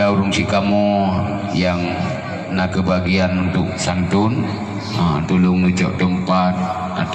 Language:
Achinese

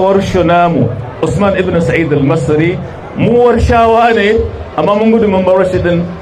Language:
Hausa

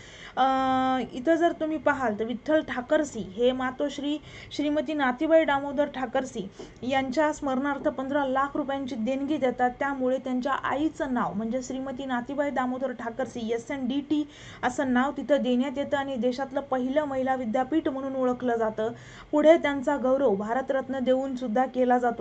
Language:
Marathi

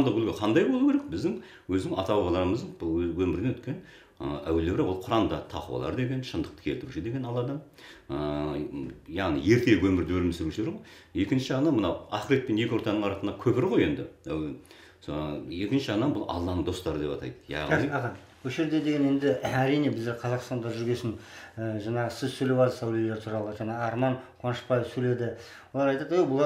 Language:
Kazakh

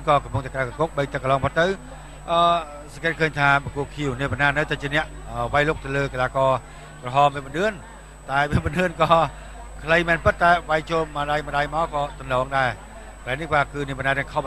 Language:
Khmer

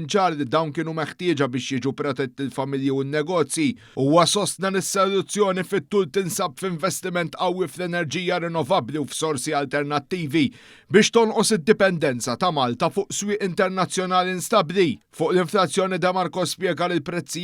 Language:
Maltese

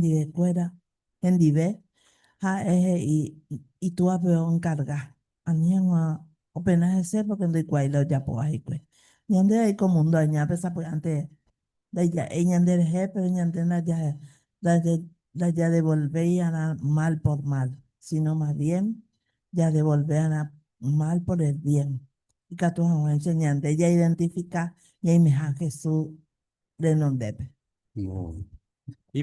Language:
Guarani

